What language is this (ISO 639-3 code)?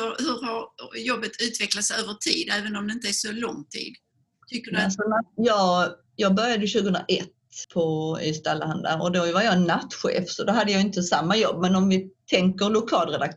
swe